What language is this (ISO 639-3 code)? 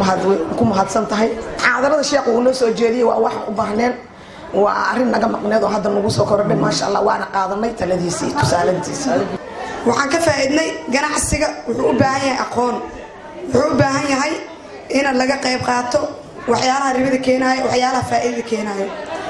som